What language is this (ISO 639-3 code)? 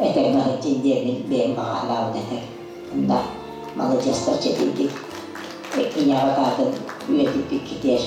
sah